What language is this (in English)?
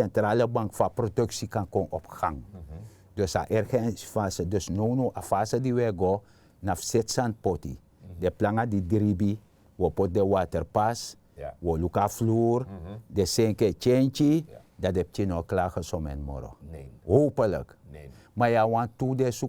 Sranan Tongo